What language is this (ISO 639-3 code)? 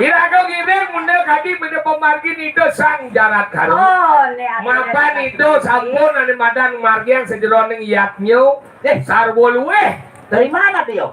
ban